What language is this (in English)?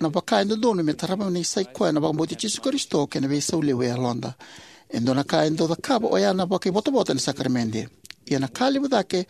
Fijian